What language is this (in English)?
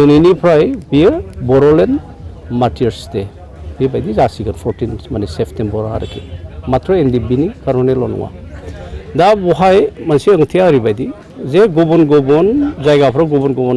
Bodo